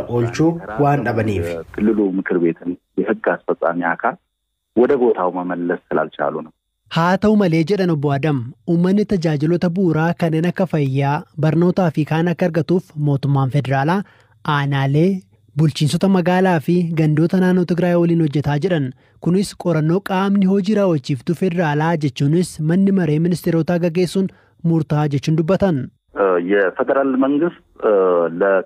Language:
Oromo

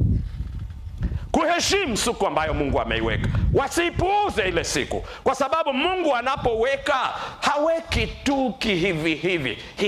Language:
Swahili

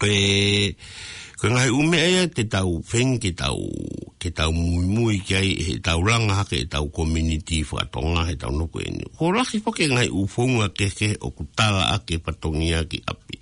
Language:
Tongan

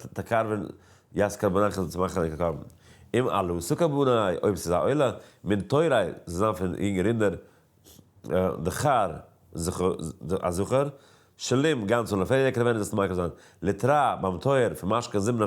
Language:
Yiddish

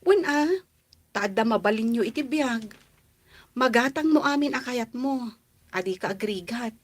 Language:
Iloko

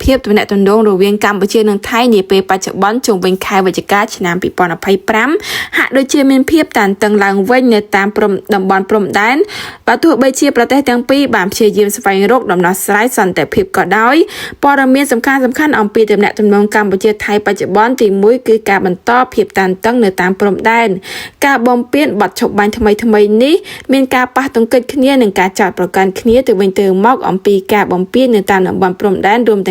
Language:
Khmer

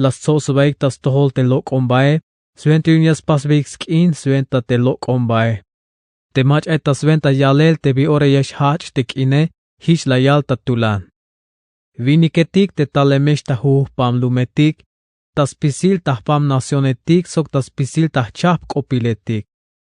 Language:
Tzeltal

